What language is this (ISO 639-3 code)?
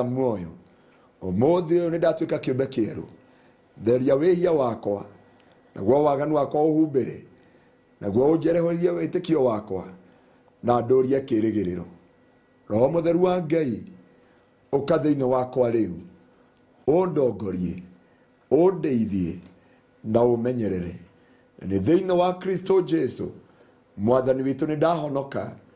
kik